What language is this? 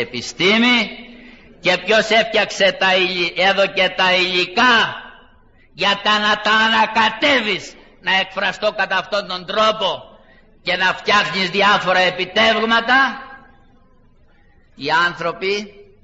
Greek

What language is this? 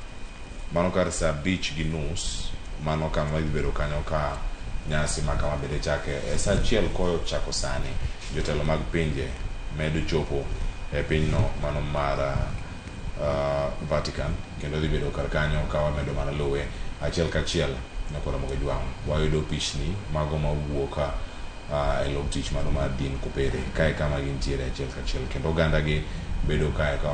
Luo (Kenya and Tanzania)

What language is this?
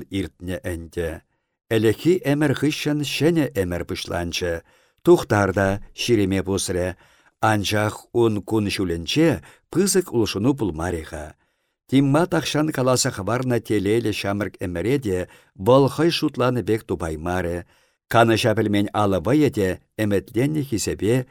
Chuvash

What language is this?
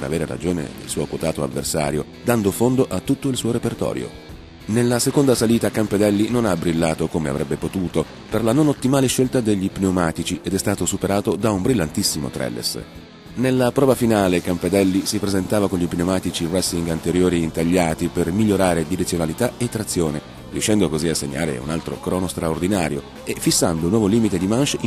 Italian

